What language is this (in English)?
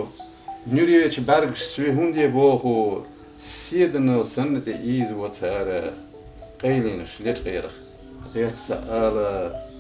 Chechen